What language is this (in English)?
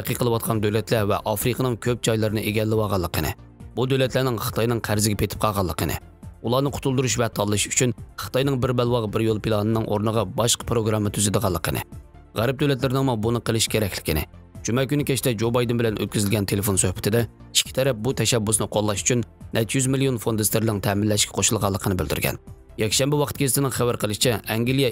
Uyghur